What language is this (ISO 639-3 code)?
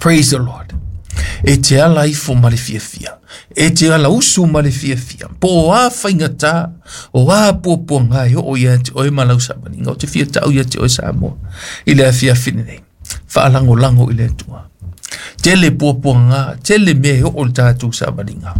smo